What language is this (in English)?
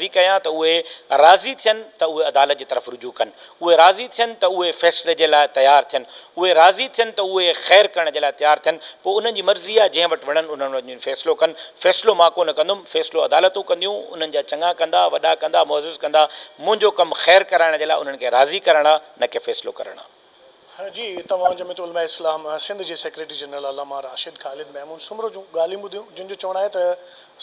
Sindhi